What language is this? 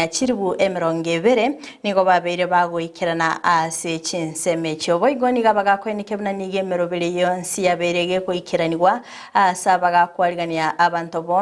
Gusii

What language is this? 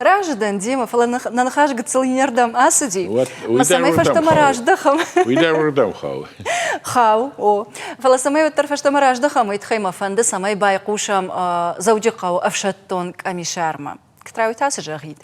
Ossetic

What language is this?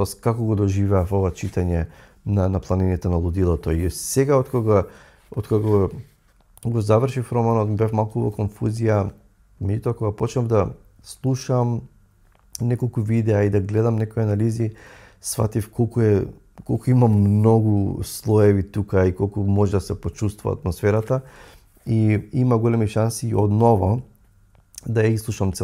Macedonian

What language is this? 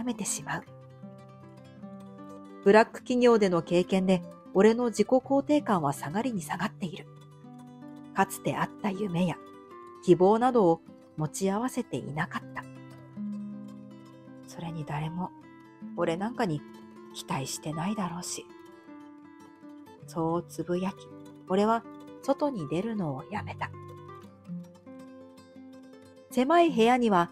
Japanese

